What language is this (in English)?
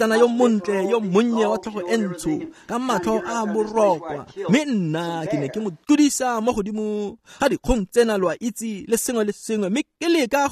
Tswana